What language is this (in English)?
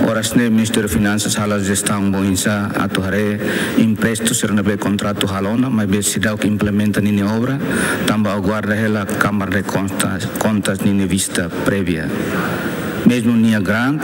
Tetum